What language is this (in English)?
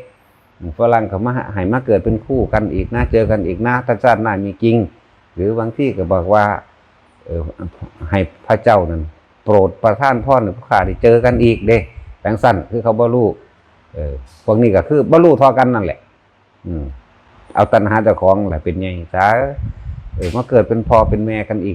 Northeastern Thai